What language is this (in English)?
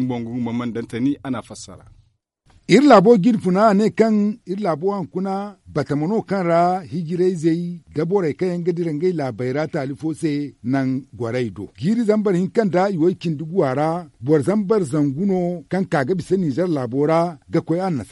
Zarma